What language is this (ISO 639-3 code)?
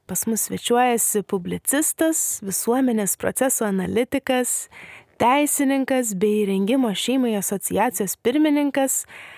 lit